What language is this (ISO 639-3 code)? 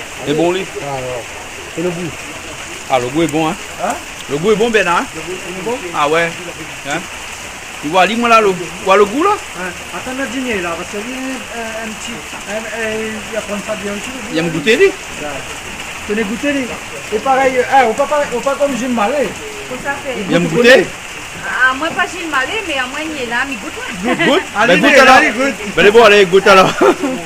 rcf